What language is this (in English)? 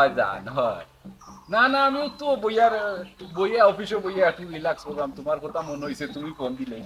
Sylheti